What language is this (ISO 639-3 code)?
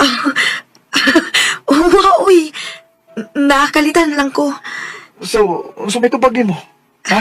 ceb